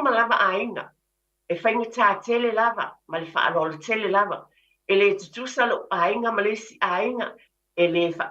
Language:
Samoan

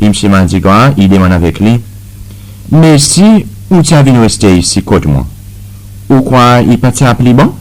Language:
Seselwa Creole French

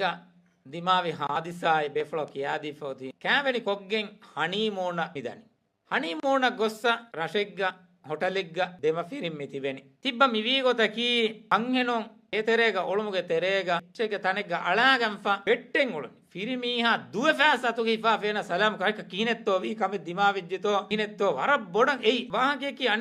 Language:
Divehi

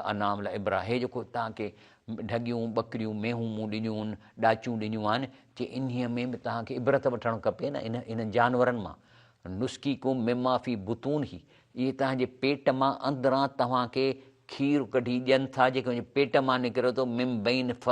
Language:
Sindhi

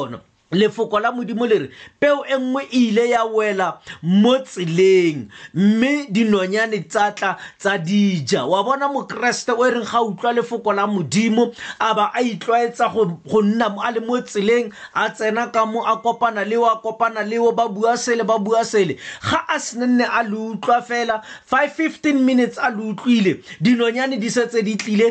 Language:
Tswana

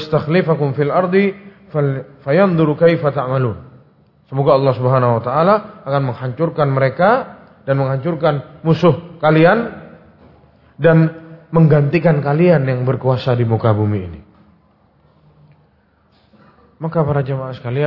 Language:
Indonesian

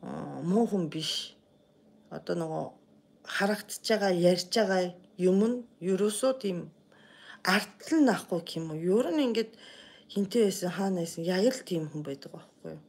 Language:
Mongolian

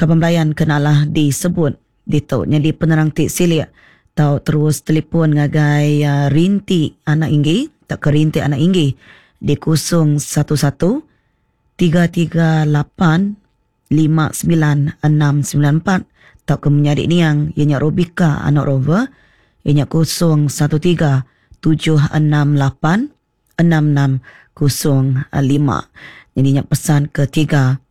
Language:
Iban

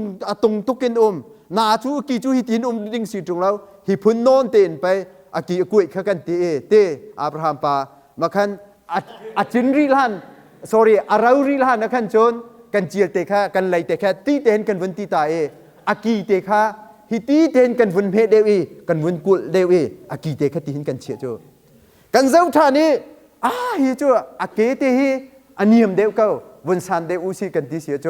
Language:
Hakha Chin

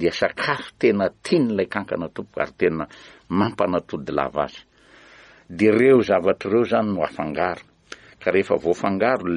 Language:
Malagasy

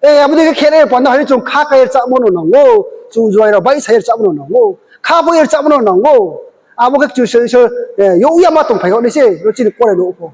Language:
Riang (India)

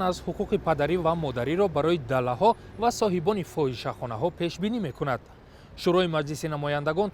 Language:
Tajik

